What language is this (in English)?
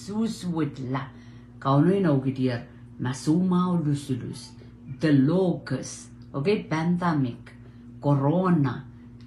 Pohnpeian